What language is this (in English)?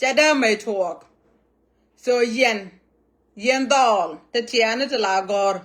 Nuer